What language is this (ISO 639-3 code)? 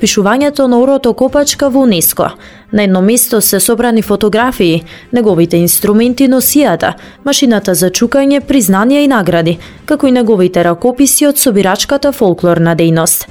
mkd